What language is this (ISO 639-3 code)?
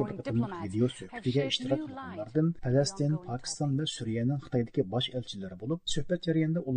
uig